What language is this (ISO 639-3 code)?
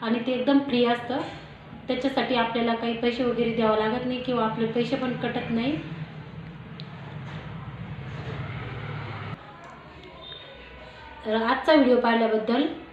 mar